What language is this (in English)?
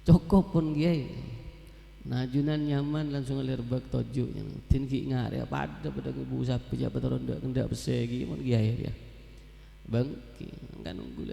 Madurese